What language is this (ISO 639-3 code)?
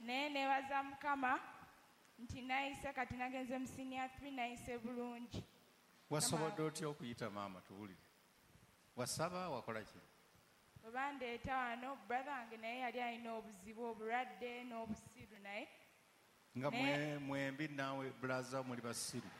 lug